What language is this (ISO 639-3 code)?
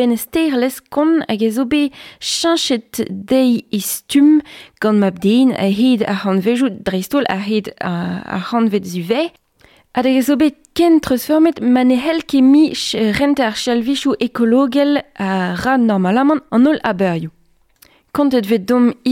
bre